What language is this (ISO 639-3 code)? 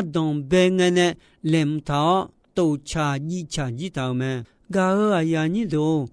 ahk